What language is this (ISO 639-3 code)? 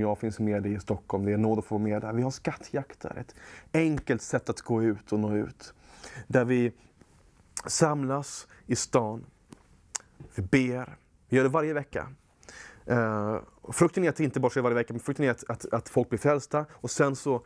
swe